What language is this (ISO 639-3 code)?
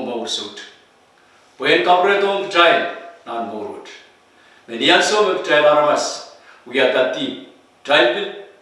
pon